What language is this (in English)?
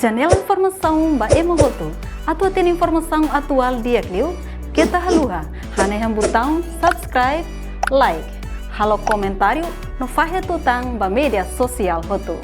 Tetum